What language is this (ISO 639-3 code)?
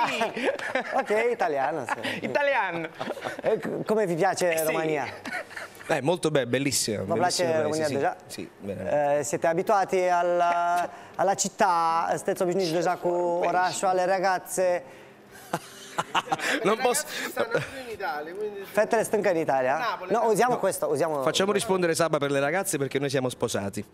ron